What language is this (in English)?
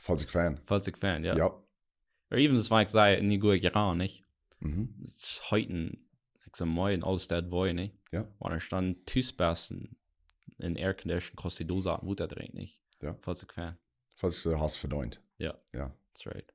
Plautdietsch